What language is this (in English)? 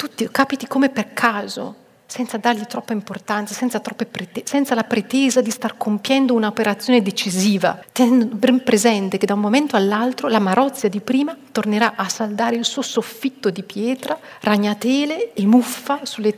Italian